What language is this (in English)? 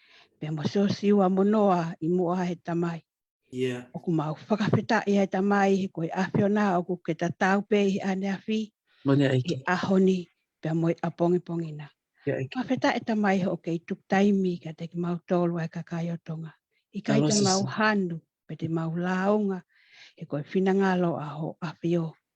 Tongan